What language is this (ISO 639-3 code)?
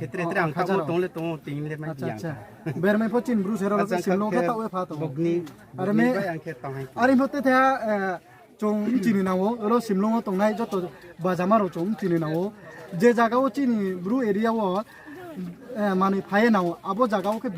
ria